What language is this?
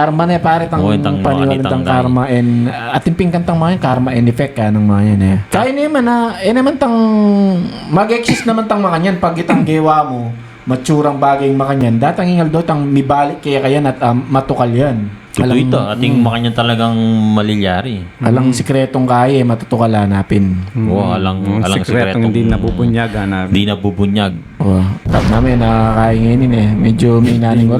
Pampanga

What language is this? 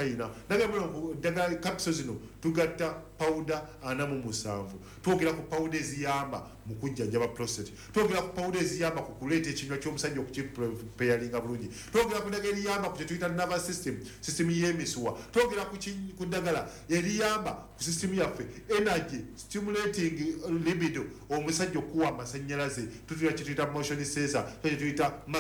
Ganda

